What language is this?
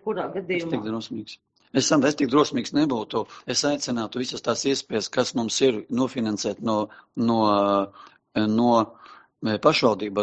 Latvian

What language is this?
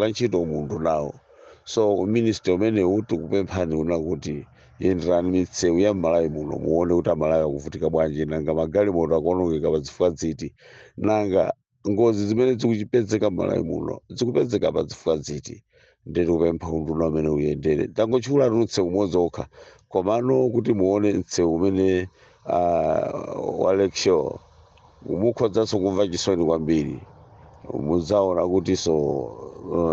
Nyanja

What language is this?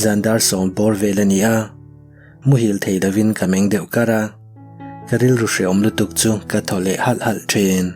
Mizo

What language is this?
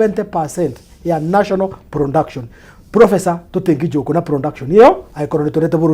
Kikuyu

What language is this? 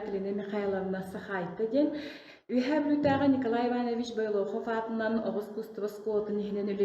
Yakut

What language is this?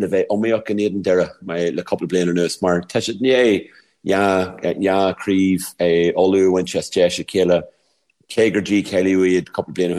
Irish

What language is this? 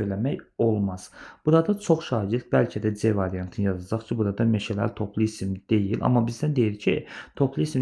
Azerbaijani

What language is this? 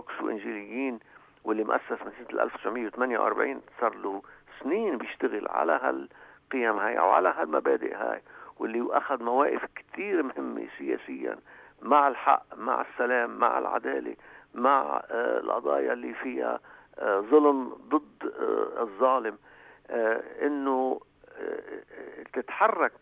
North Levantine Arabic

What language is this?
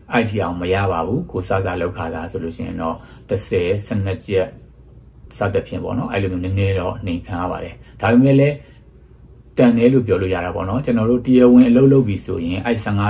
Burmese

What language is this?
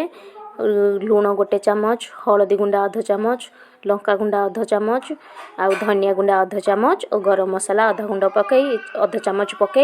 Odia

